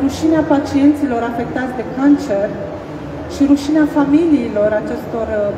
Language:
Romanian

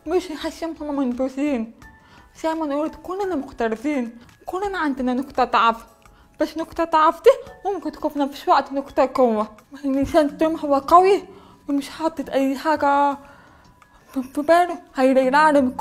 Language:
Egyptian Arabic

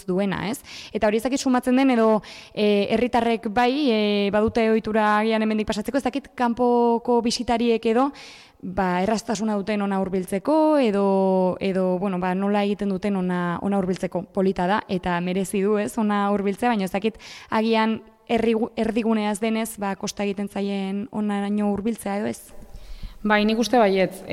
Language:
Basque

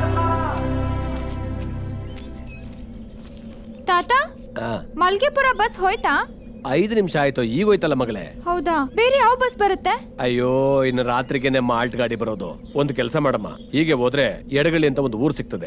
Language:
Kannada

